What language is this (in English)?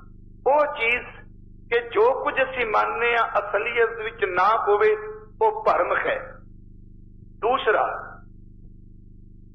Punjabi